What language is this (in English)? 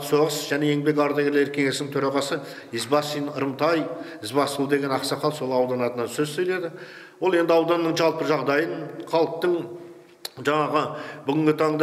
Kazakh